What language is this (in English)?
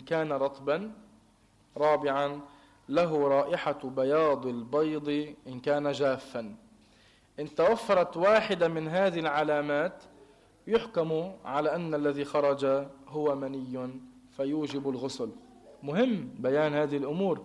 Arabic